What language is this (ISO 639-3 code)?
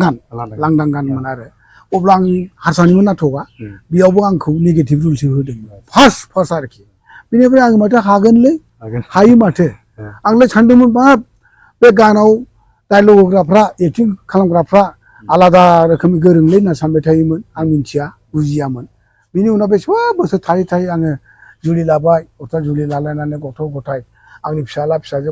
brx